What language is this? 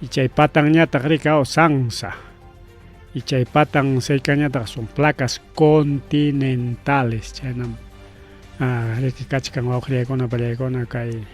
Ayacucho Quechua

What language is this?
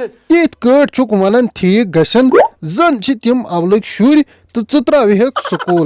Kashmiri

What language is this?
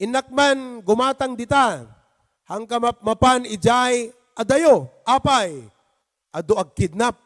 Iloko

